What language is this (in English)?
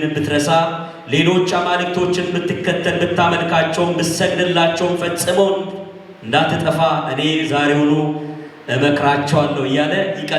Amharic